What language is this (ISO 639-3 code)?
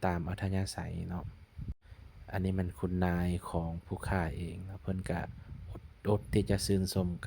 lao